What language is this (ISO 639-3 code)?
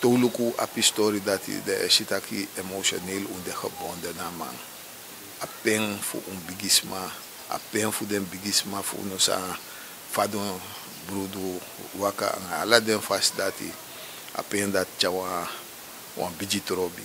srn